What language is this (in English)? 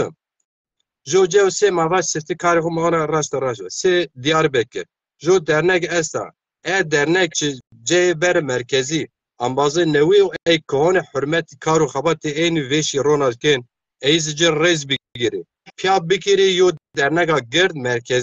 Zaza